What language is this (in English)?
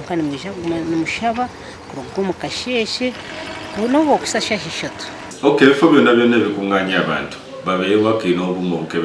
Nyankole